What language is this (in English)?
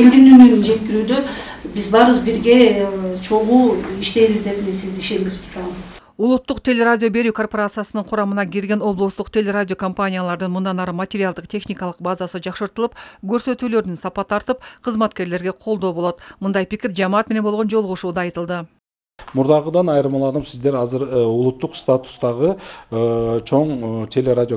Kyrgyz